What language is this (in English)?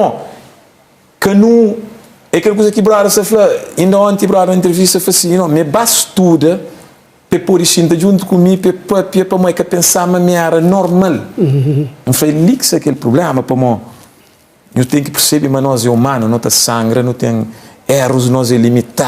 Kabuverdianu